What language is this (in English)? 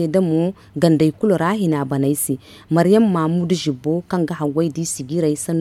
Zarma